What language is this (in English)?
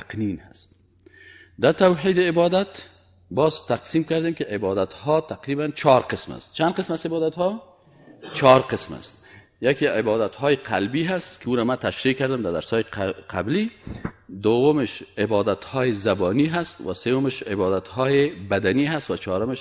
Persian